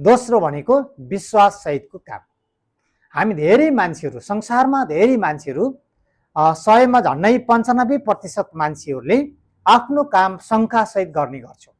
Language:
Nepali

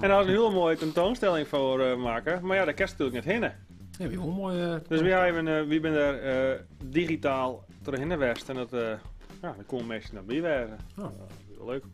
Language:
Western Frisian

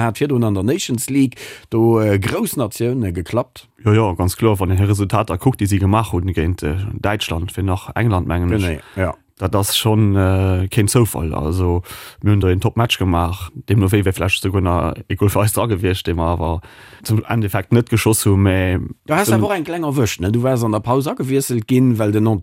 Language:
Luxembourgish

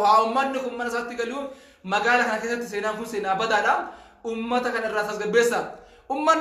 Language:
Oromo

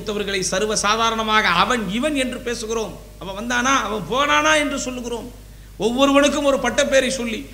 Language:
Tamil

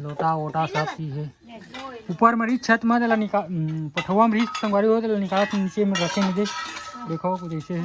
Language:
Chhattisgarhi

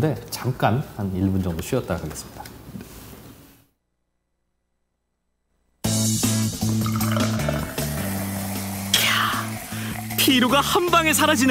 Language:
Korean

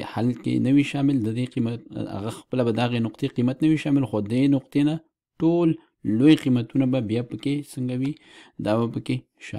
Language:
Pashto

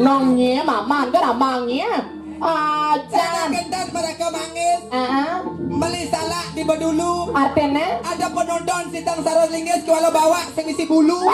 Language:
Balinese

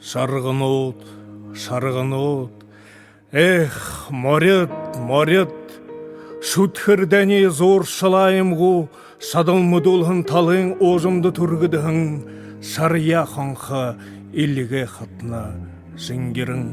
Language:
Buriat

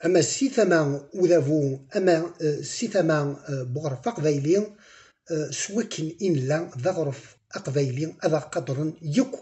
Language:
Kabyle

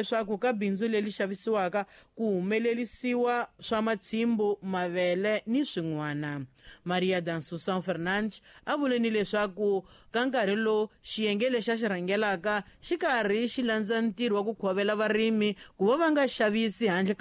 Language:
Tsonga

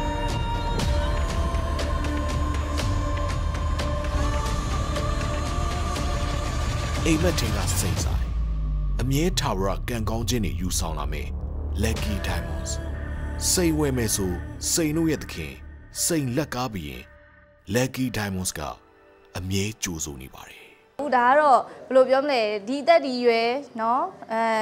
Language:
Burmese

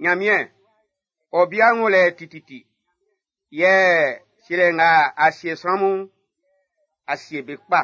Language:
Baoulé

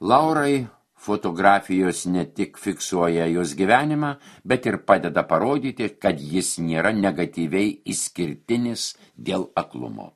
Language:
Lithuanian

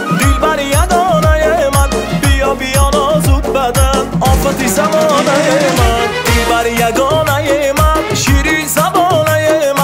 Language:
Persian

